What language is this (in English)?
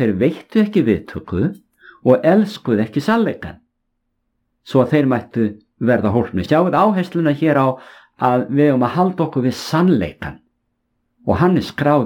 Icelandic